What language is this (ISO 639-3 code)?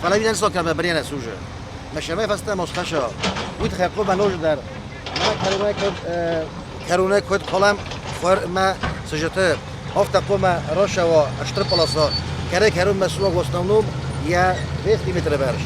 oss